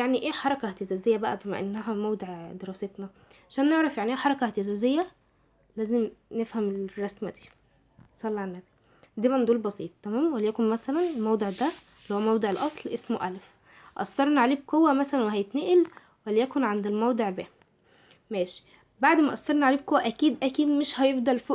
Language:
Egyptian Arabic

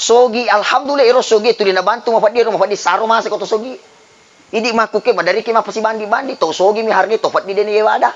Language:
Buginese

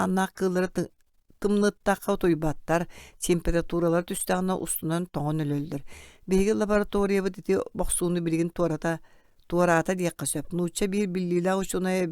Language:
Yakut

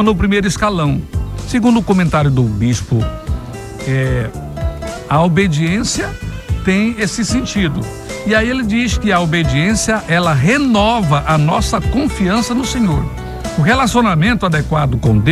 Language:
Portuguese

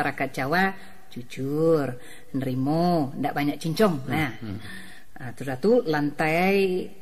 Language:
Minangkabau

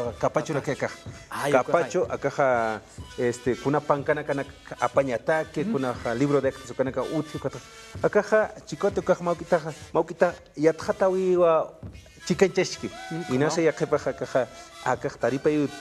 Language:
Aymara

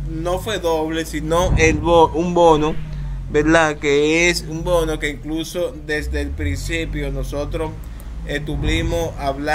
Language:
Spanish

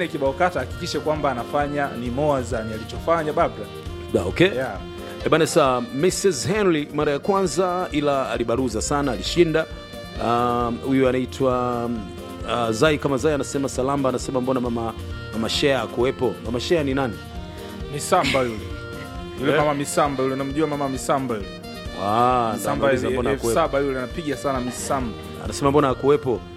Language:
Swahili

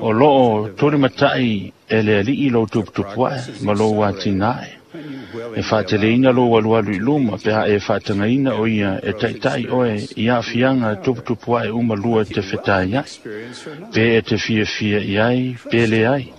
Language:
Samoan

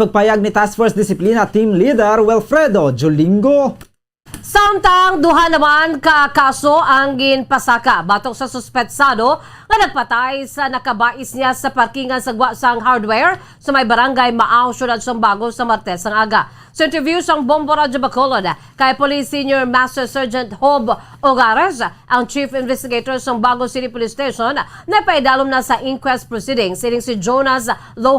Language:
Hiligaynon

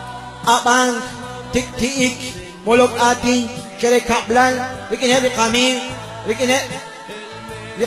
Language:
Kekchí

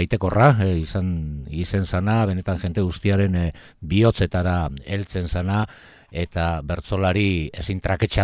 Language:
Basque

